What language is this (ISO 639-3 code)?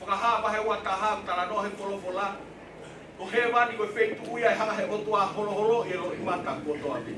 ton